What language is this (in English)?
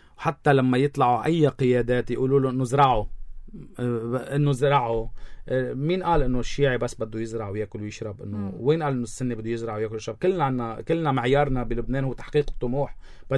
North Levantine Arabic